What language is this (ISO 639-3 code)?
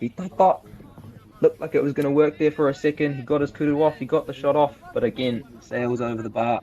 mri